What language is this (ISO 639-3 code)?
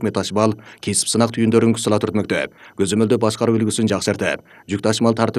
kir